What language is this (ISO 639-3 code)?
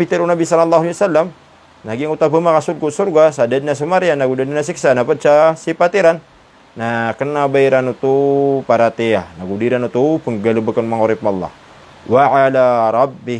mrw